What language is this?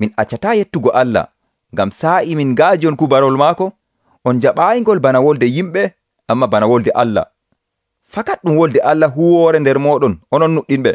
Nigerian Fulfulde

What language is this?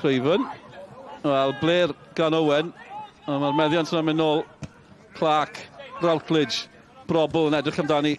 Welsh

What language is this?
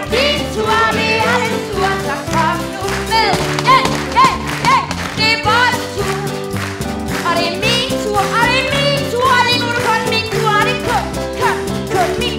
Danish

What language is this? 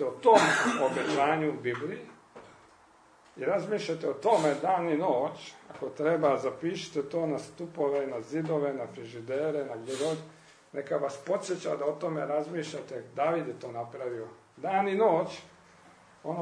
Croatian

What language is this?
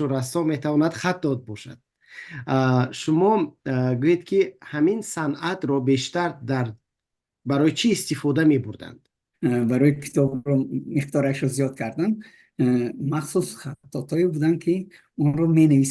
Tajik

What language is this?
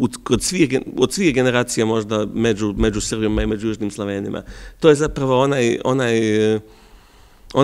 Serbian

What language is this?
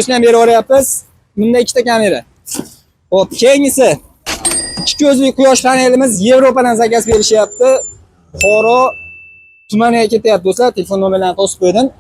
Uzbek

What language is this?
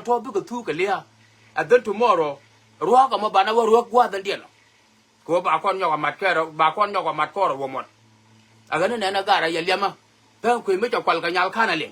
Nuer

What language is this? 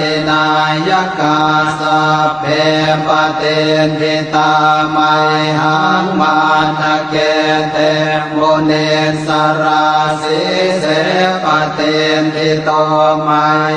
Pali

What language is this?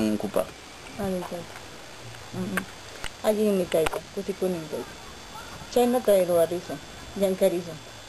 Ayacucho Quechua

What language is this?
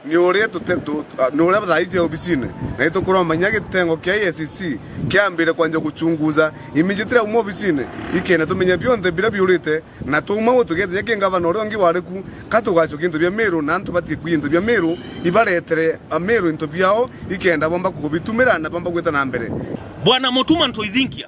Meru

